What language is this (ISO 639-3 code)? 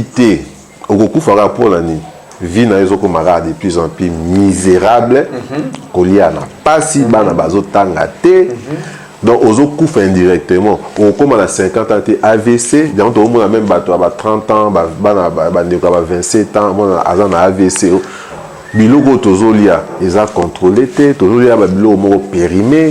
lin